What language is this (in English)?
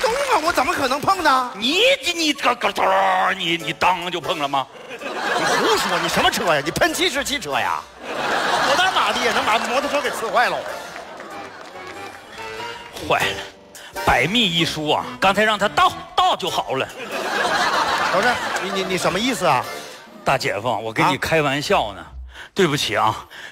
Chinese